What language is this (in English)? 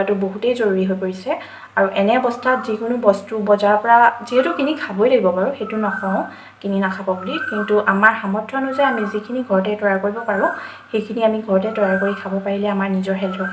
Assamese